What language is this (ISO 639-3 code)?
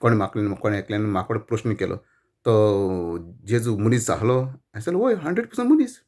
kok